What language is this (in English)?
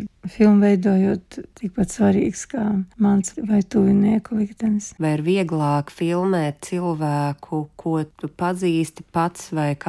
Latvian